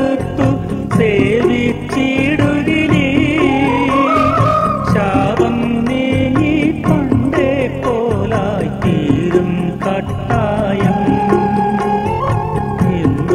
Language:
Malayalam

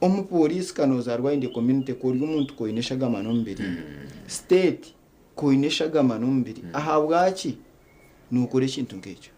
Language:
Nyankole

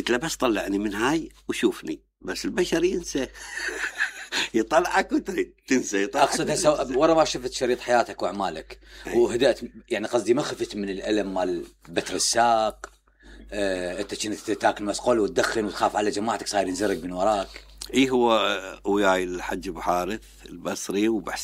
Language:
Mesopotamian Arabic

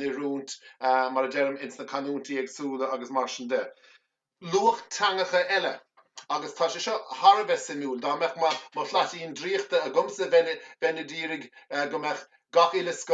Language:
Irish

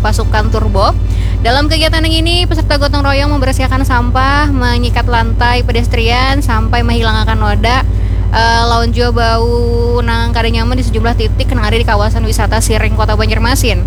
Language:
Banjar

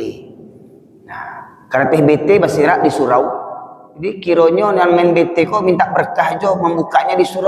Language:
Minangkabau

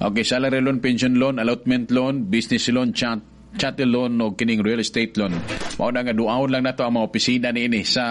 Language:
Cebuano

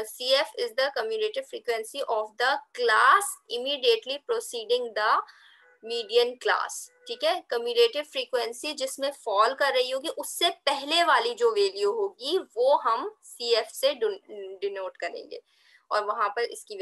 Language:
Hindi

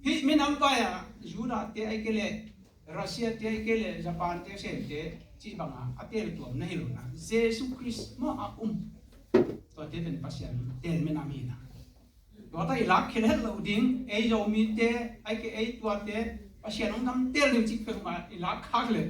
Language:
Tedim Chin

